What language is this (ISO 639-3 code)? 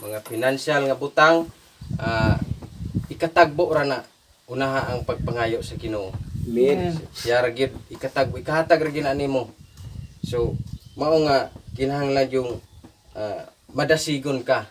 ceb